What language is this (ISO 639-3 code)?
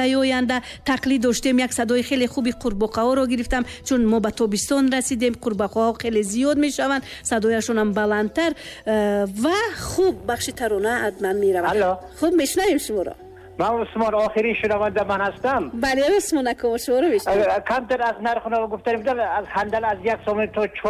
tgk